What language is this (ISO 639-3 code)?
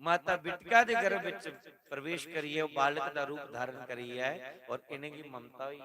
doi